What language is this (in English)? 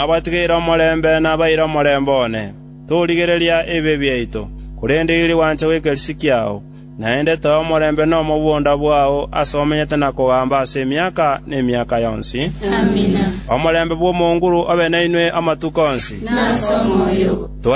Gusii